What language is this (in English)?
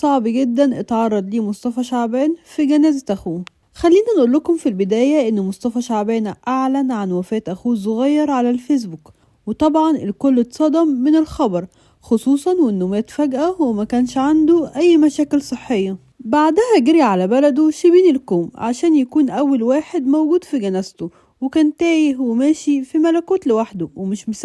Egyptian Arabic